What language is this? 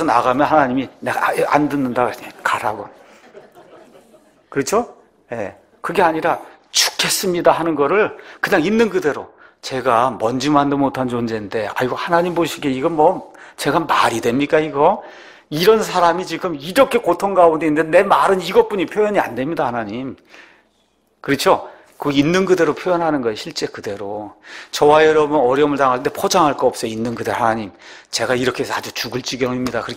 Korean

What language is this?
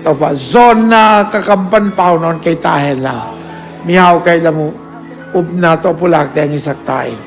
Tedim Chin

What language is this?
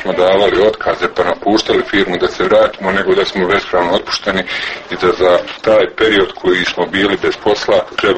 Croatian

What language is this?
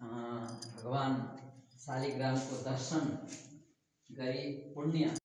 Nepali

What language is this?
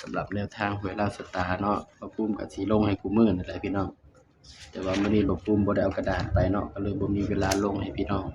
Northeastern Thai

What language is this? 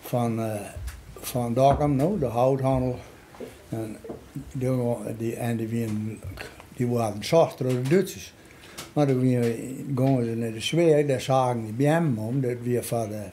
Western Frisian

